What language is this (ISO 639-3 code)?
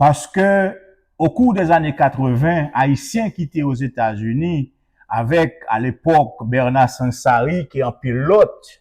hat